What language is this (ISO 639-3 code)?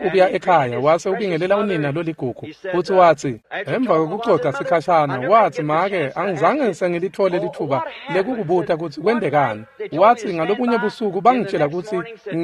ssw